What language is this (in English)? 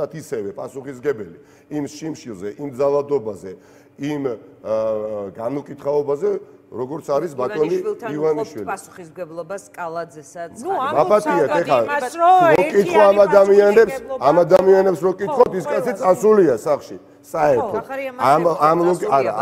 Georgian